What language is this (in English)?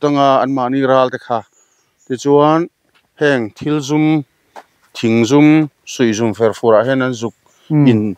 Mizo